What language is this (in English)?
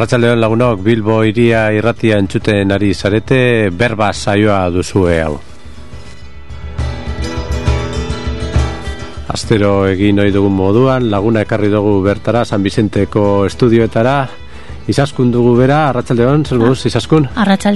Basque